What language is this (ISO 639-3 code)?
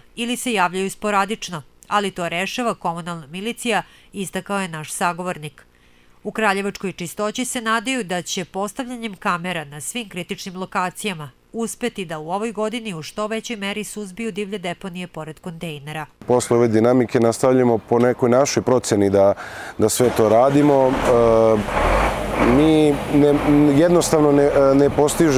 srp